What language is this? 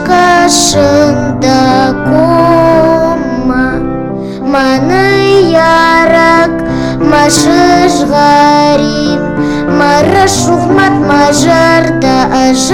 Ossetic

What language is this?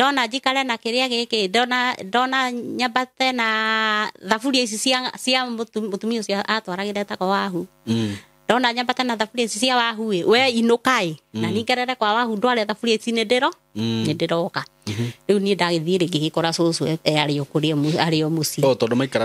Kikuyu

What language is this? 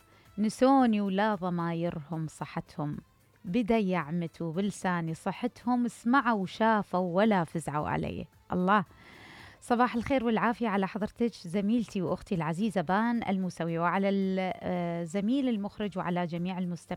Mesopotamian Arabic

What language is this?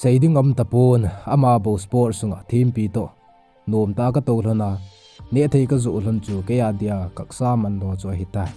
Thado Chin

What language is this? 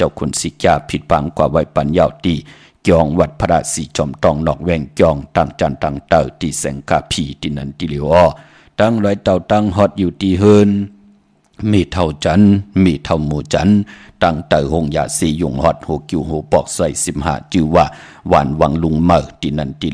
Shan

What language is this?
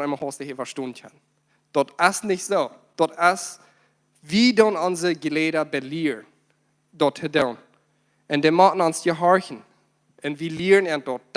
Plautdietsch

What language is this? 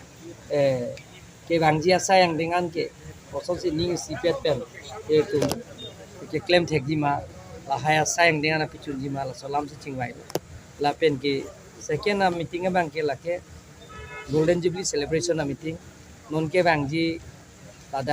Karbi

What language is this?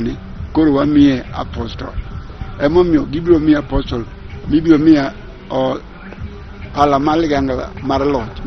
Luo (Kenya and Tanzania)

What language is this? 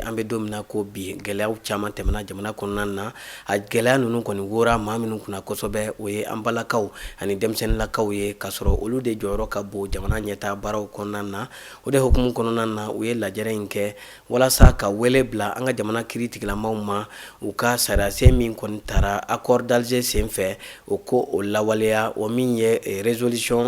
Bambara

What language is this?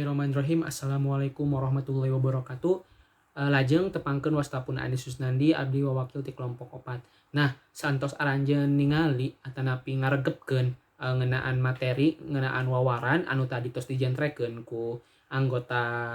Sundanese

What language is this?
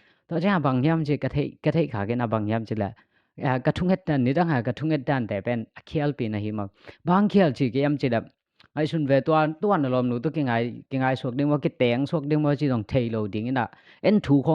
Tedim Chin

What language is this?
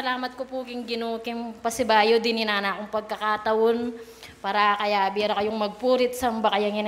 Pampanga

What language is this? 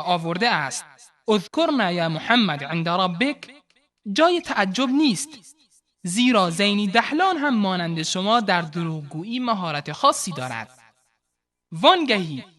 Persian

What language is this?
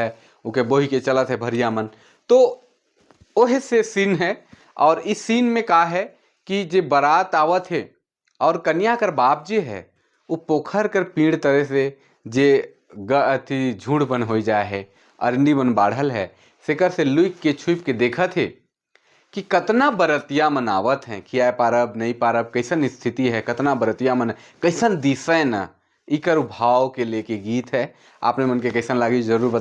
Sadri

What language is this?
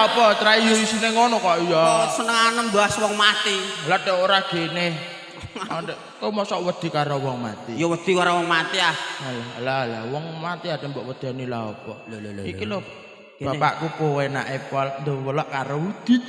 Javanese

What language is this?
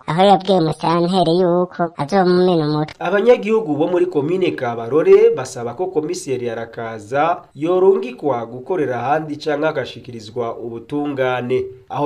Rundi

